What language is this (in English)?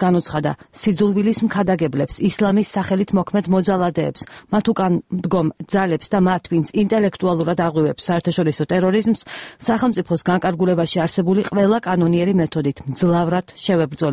Georgian